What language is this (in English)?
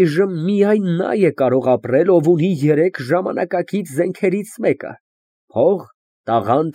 Armenian